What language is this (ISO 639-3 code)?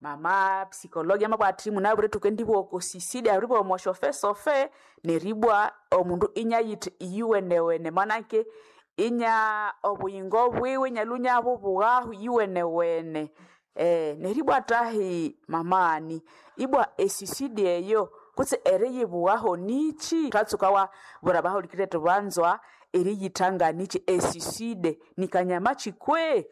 nnb